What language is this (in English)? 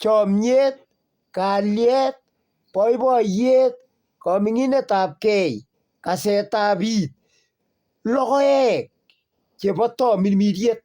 Kalenjin